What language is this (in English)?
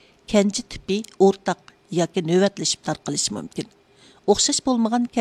Uyghur